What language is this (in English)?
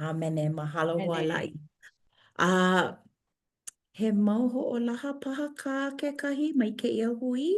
Hawaiian